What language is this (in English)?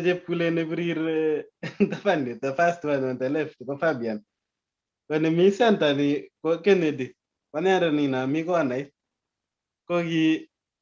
Kalenjin